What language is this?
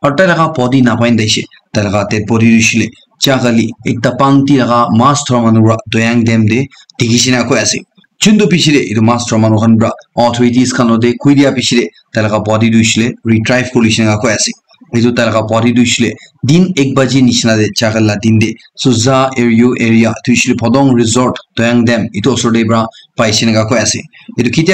Naga Pidgin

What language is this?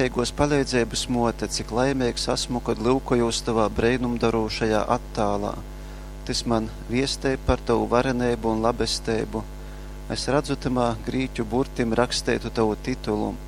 Latgalian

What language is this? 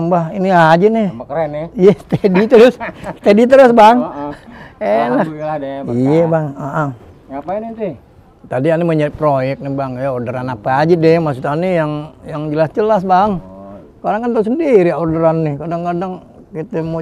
Betawi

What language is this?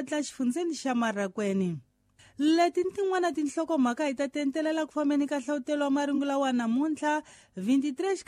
Tsonga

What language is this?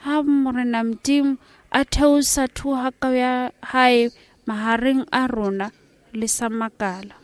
Southern Sotho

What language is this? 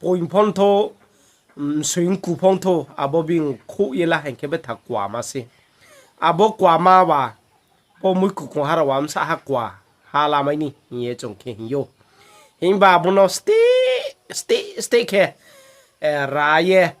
Riang (India)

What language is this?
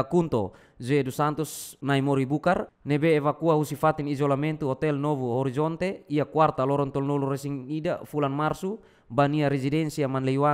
Tetum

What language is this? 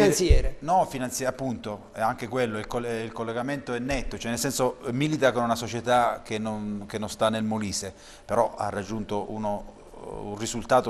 Italian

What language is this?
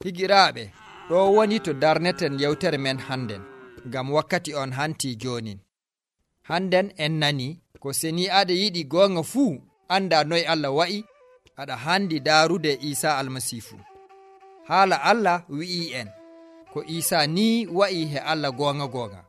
Nigerian Fulfulde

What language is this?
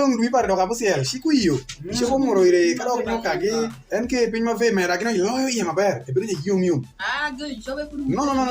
Alur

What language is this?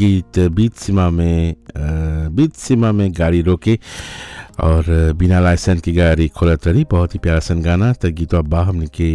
Bhojpuri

